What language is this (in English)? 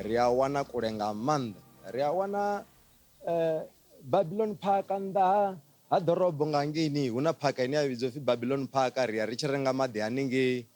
Venda